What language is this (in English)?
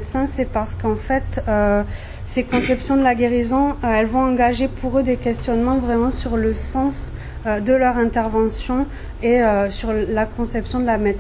French